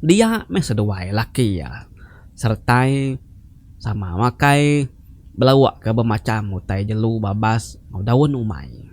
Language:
Iban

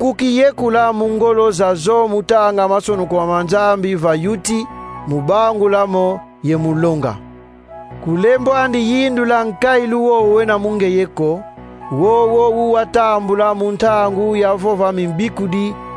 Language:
Kongo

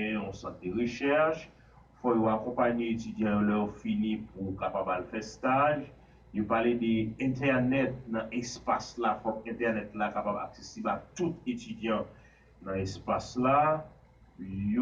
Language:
Haitian Creole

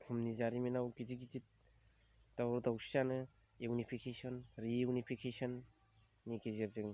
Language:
Bodo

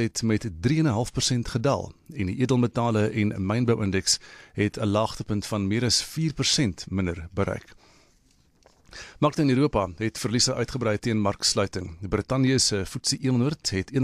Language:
Afrikaans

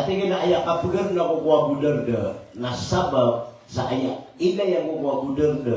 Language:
Maranao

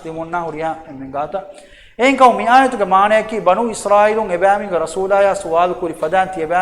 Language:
Divehi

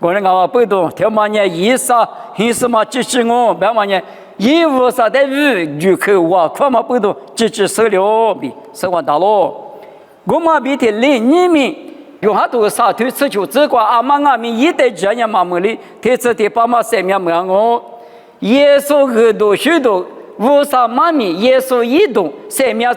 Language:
Lisu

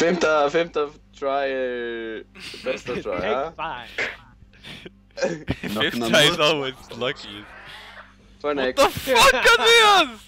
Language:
Faroese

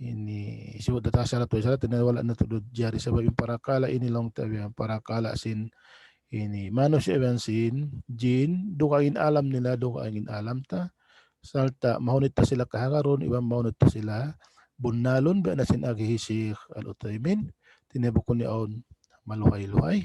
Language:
Tausug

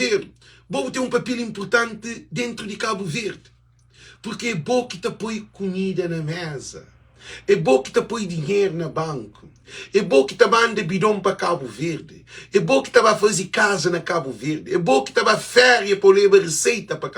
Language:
Kabuverdianu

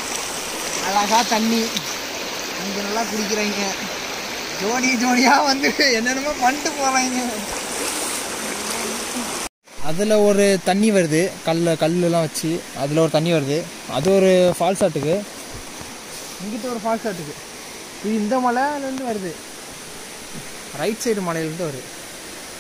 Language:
Tamil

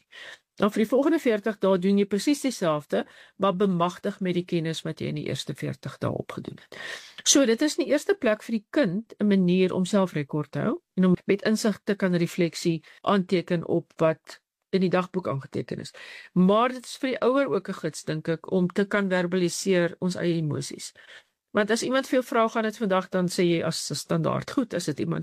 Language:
Afrikaans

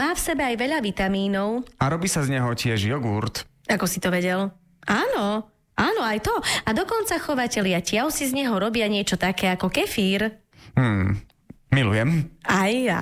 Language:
Slovak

